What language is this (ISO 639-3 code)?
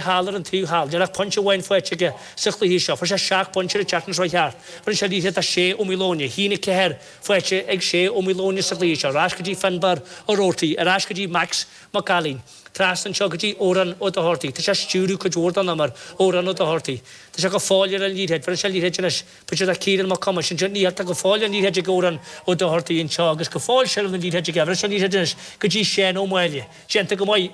gle